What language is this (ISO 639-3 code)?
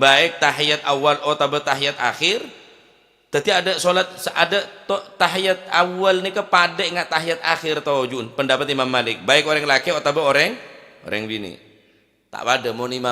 mad